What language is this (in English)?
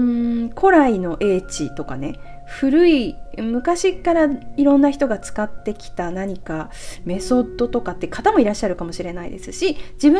Japanese